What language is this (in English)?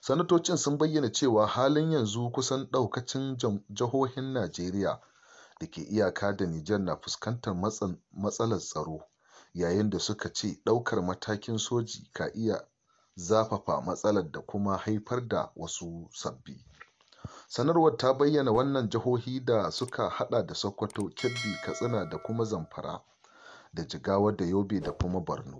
Hausa